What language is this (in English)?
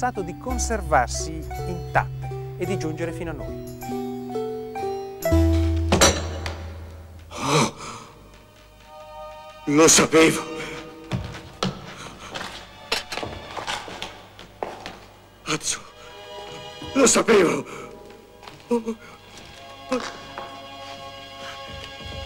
Italian